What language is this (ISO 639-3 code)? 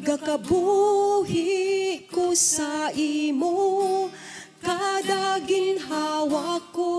hil